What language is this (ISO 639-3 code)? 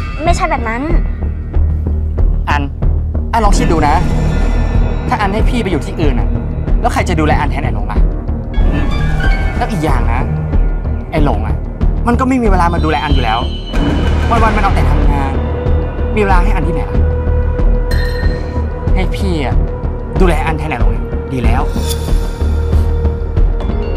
tha